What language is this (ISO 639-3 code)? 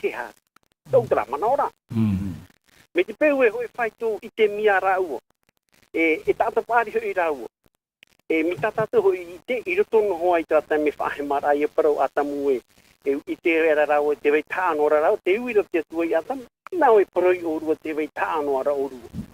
tah